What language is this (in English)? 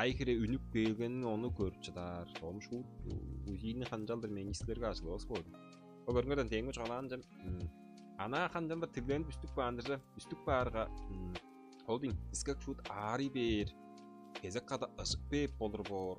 Tuvinian